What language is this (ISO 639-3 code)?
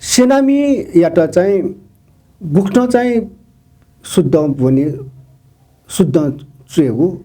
new